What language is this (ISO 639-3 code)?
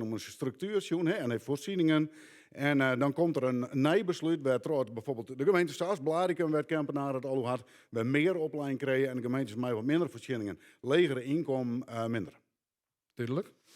fry